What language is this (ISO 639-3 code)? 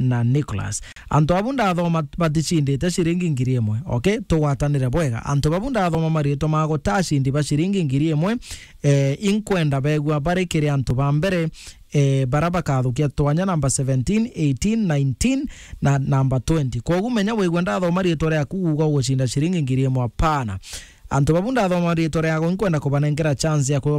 mer